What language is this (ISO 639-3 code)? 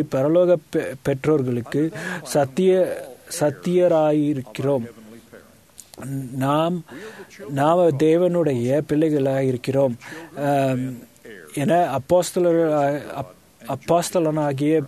tam